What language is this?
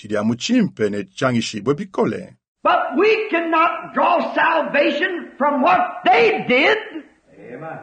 Luba-Lulua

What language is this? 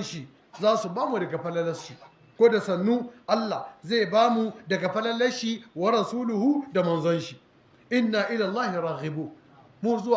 Hausa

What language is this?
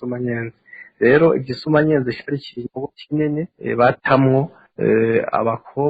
Rundi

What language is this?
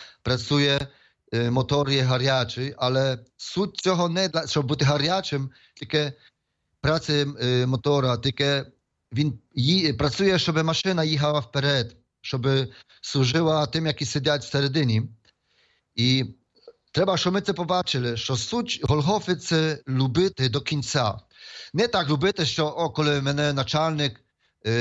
Ukrainian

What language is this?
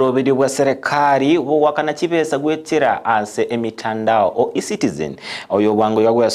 Gusii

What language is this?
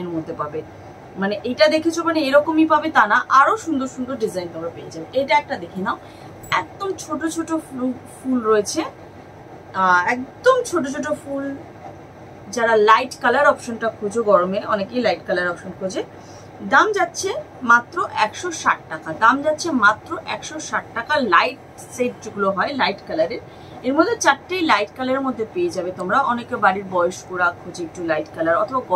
Bangla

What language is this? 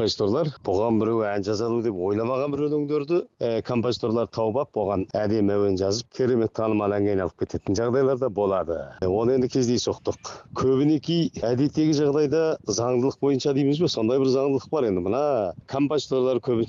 Kazakh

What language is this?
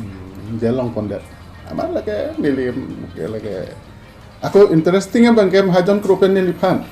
Karbi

